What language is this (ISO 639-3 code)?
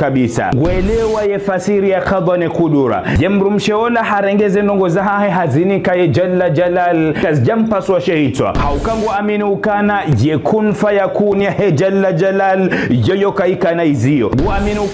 zdj